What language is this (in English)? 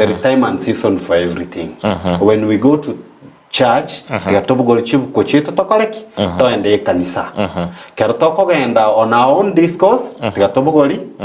Gusii